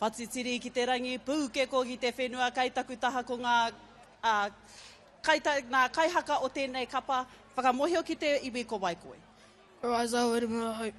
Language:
Māori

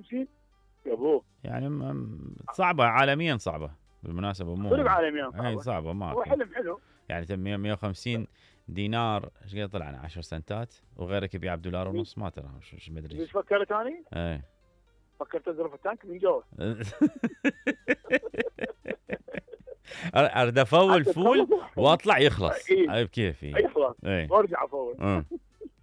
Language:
Mesopotamian Arabic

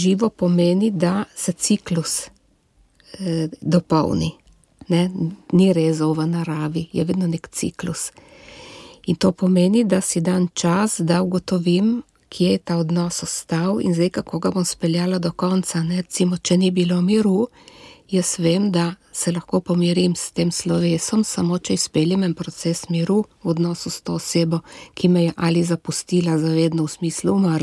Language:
Slovenian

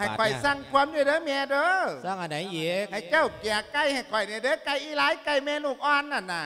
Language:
Lao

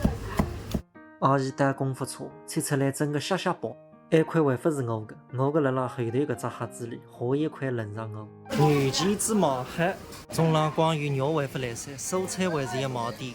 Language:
Wu Chinese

